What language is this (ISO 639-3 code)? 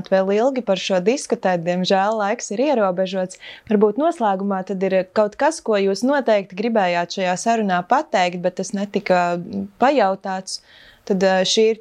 lav